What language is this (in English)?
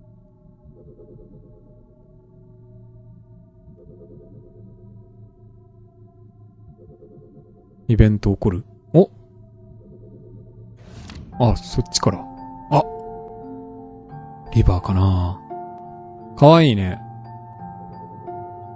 Japanese